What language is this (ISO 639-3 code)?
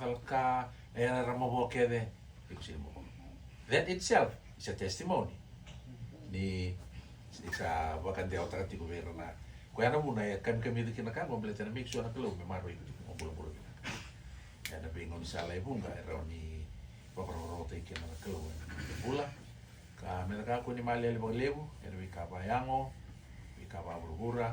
fij